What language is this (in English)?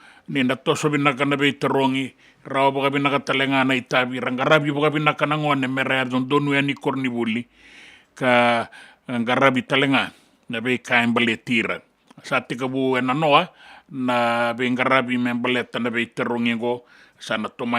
Fijian